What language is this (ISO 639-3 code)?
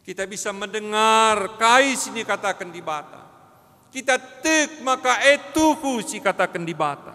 btx